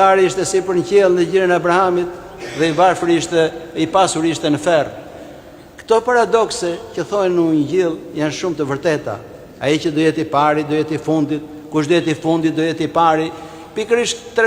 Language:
Albanian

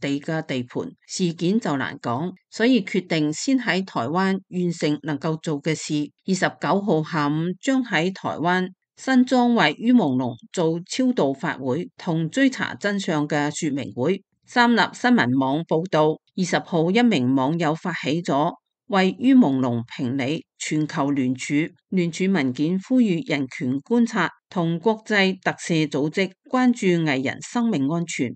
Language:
Cantonese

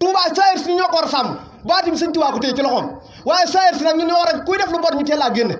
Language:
Wolof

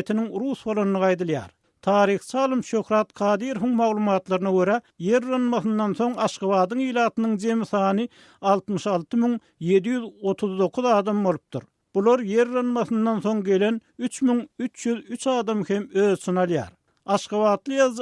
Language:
Turkmen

